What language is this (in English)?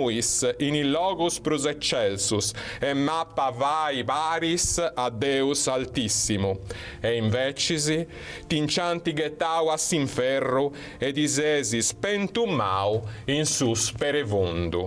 Sardinian